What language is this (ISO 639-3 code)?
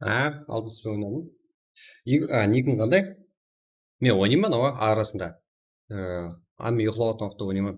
kaa